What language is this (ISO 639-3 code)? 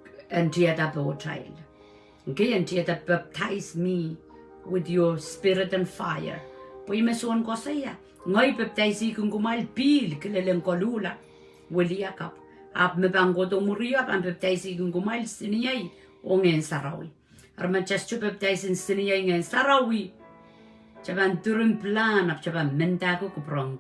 pon